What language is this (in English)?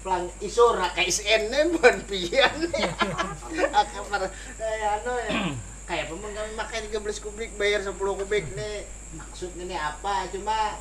Banjar